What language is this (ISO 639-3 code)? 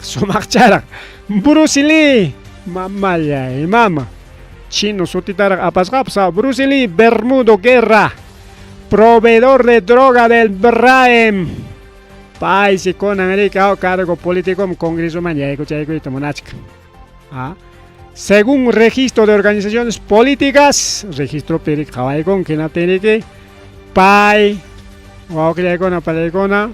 quy